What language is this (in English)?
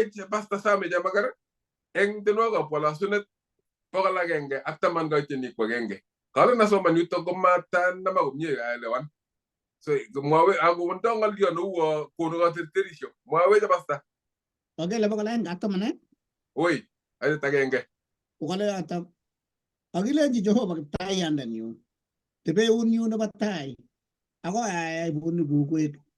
Kalenjin